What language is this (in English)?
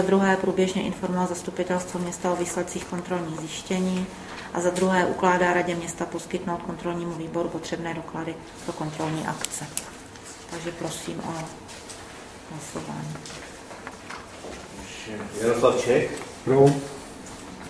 Czech